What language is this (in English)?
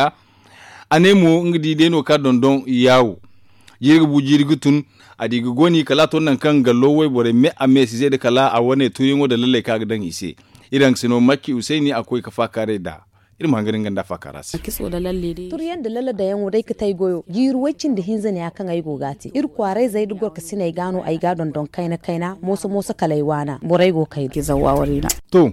Zarma